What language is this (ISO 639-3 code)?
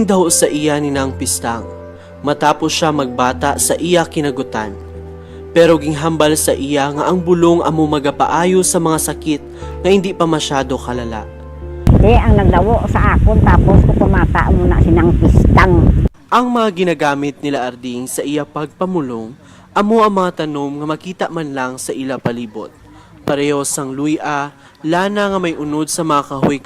hil